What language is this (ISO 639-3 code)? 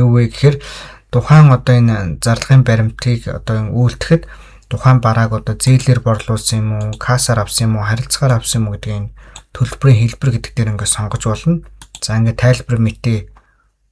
mon